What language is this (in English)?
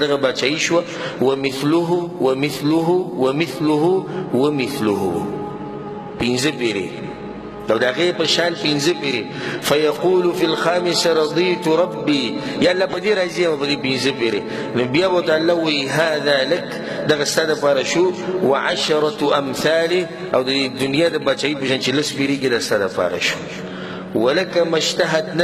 Pashto